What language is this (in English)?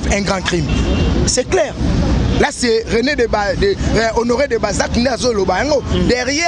Lingala